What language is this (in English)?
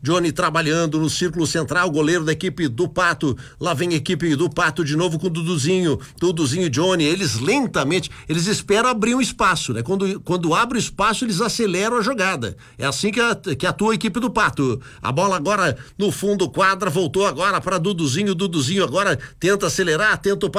Portuguese